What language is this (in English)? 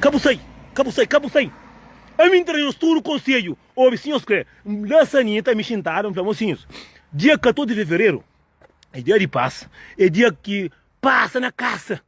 Kabuverdianu